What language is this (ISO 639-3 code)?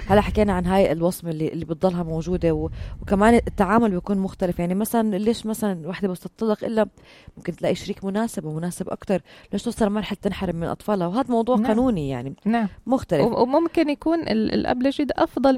apc